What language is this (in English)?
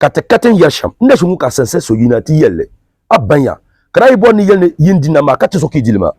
Dagbani